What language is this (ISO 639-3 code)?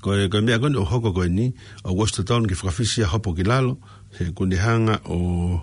ton